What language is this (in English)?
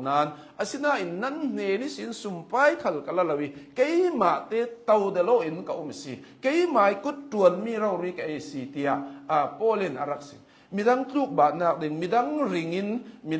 Hakha Chin